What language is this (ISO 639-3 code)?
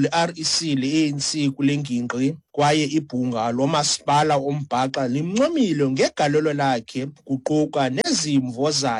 xho